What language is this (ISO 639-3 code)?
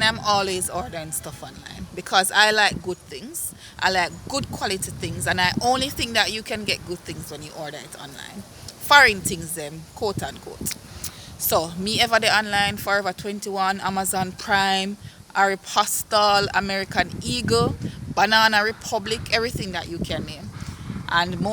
jam